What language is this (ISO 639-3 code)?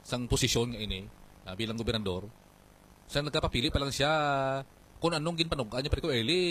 hil